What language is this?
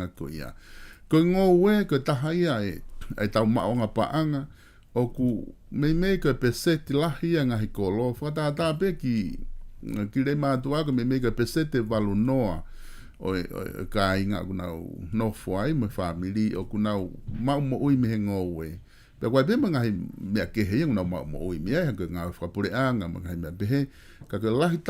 Tongan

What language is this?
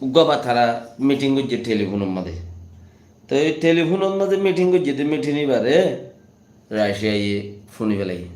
Rohingya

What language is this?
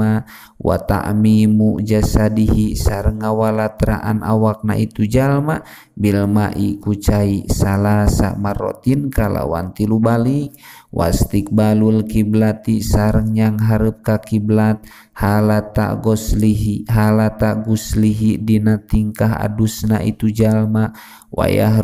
Sundanese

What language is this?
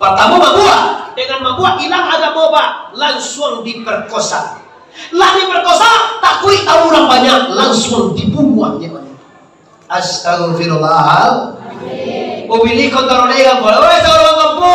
Minangkabau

